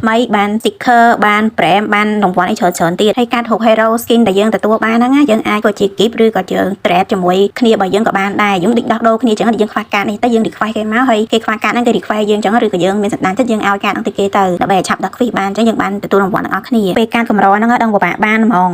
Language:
Khmer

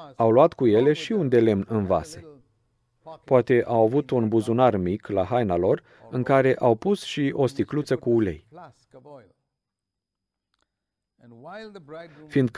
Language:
Romanian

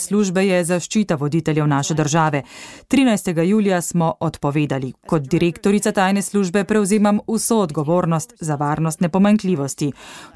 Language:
Slovenian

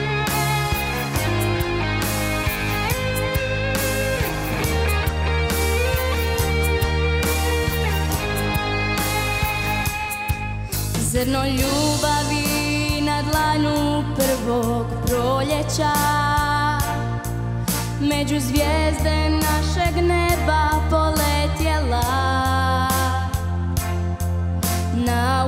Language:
Croatian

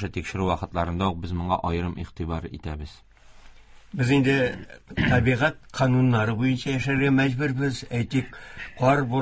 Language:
Tatar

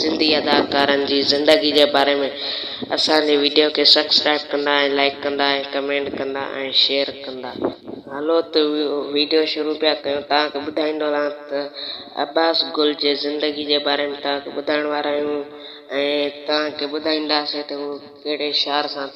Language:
Sindhi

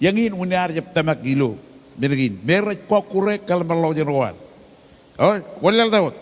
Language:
Marshallese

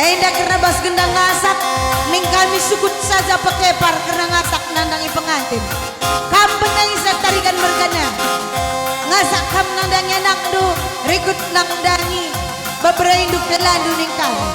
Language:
Batak Karo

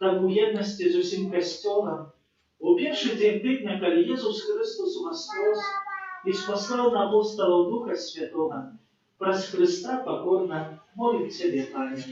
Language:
Belarusian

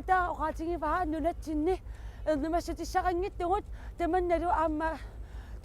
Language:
Kalaallisut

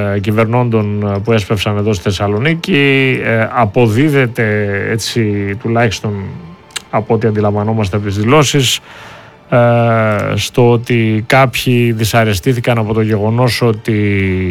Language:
Greek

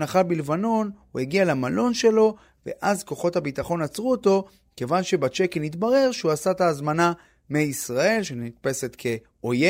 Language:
Hebrew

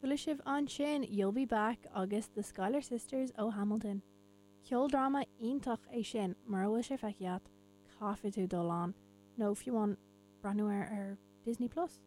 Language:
Irish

